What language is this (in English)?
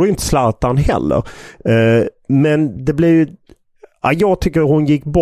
Swedish